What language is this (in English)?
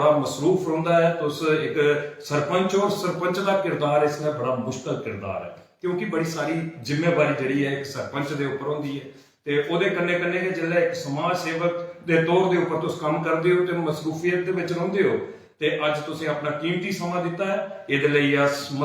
Dogri